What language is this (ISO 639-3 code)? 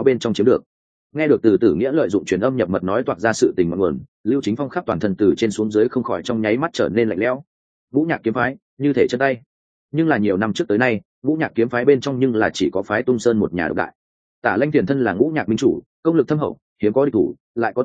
vie